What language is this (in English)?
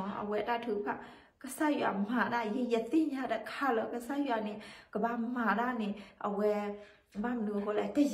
S'gaw Karen